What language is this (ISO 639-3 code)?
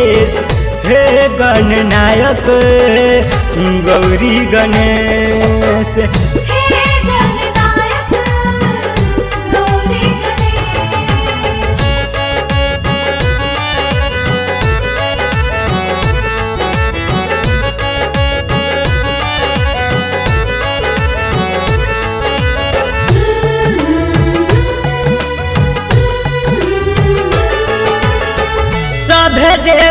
bho